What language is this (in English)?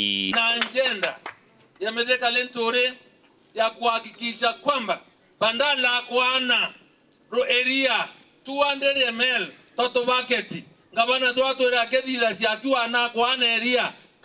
Meru